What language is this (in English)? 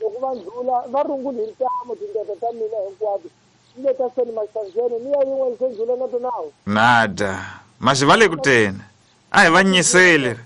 Tsonga